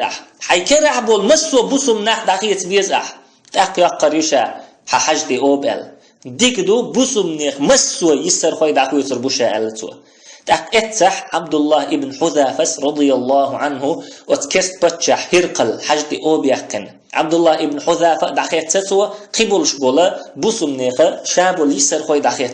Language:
Chechen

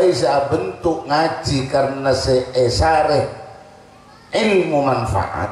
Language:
Madurese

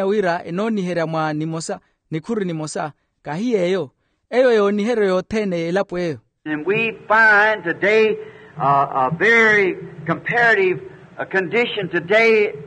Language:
Makhuwa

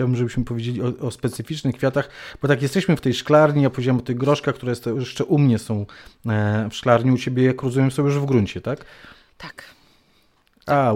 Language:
Polish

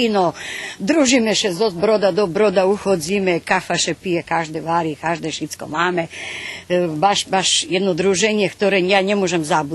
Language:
Rusyn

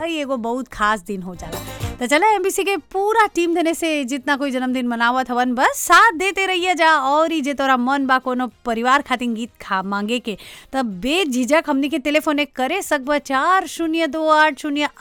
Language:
Bhojpuri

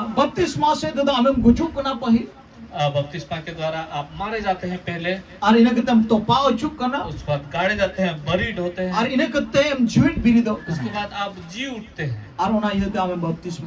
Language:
Santali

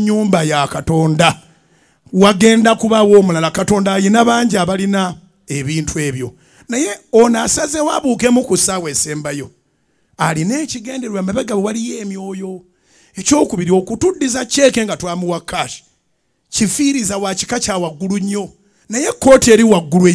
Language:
Ganda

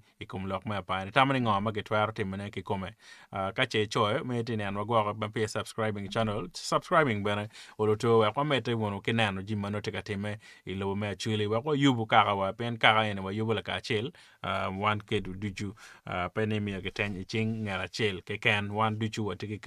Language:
Acoli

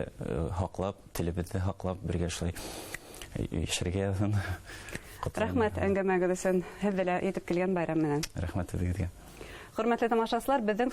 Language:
Bashkir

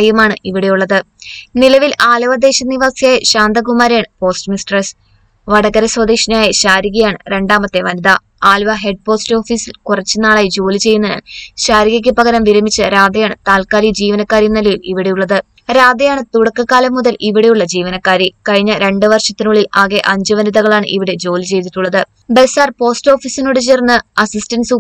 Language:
Malayalam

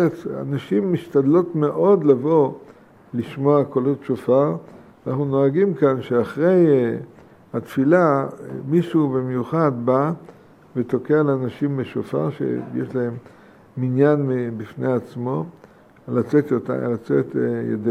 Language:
Hebrew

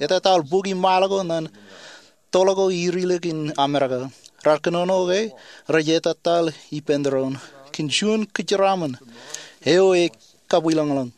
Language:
Marshallese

